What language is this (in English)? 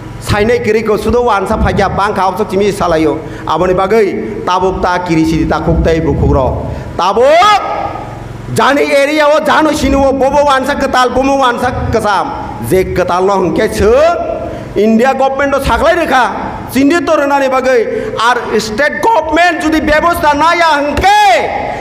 Kok Borok